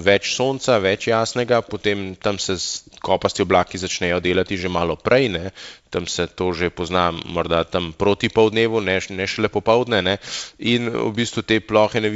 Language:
Slovenian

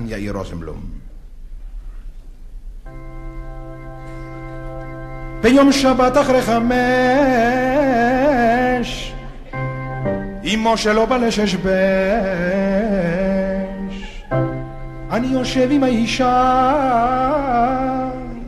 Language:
Hebrew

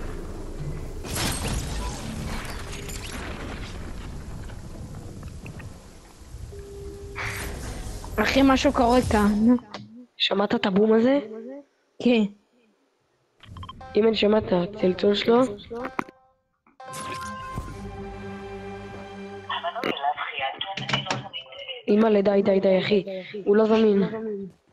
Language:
Hebrew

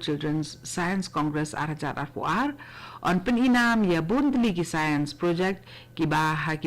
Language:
Khasi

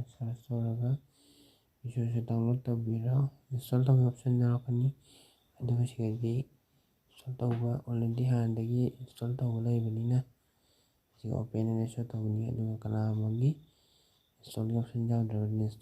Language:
Manipuri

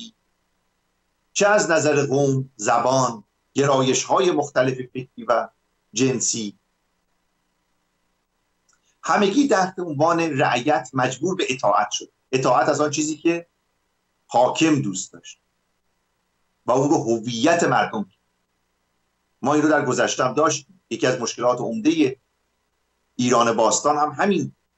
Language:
Persian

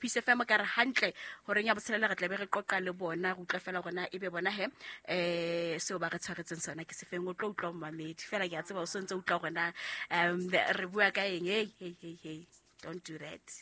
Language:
Southern Sotho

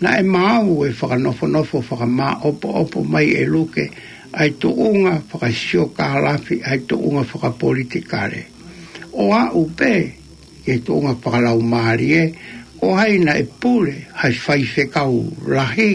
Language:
Tongan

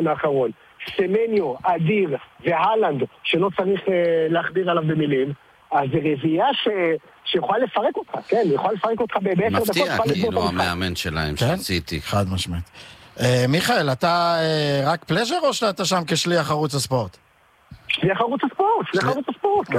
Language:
Hebrew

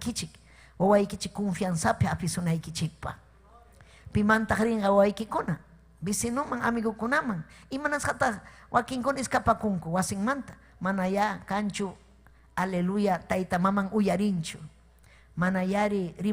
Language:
Ayacucho Quechua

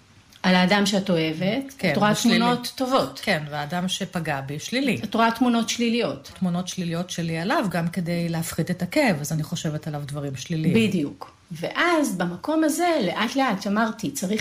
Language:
Hebrew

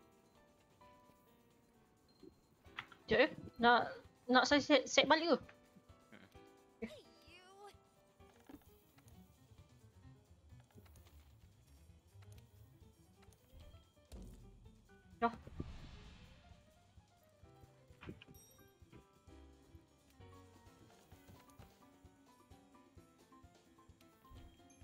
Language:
Malay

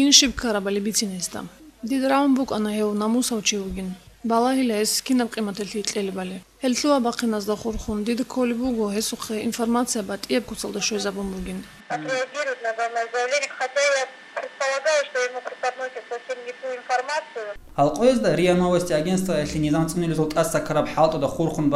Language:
Avaric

